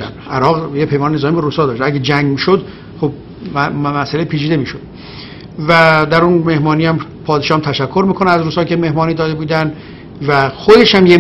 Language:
Persian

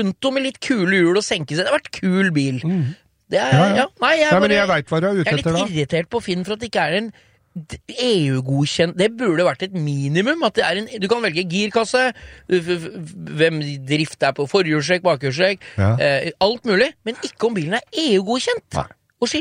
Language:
Norwegian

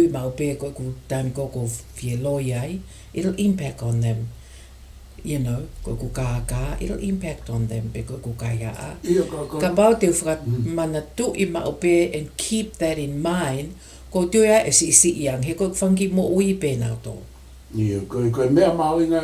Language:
Tongan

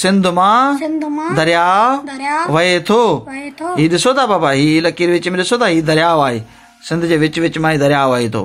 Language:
Sindhi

